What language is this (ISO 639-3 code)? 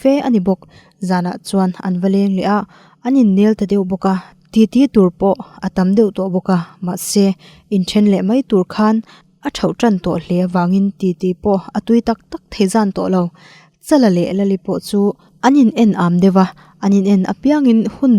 lus